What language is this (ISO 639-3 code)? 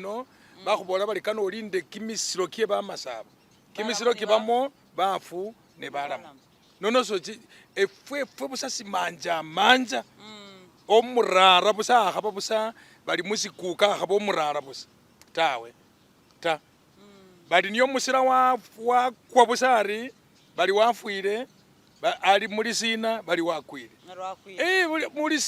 myx